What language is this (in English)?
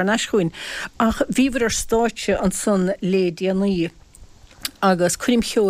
Irish